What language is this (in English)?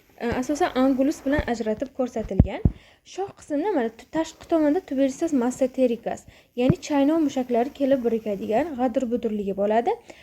Uzbek